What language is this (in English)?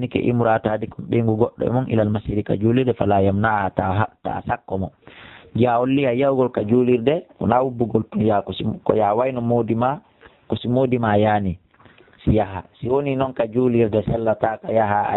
Fula